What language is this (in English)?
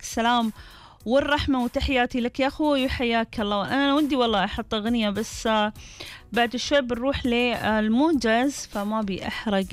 Gulf Arabic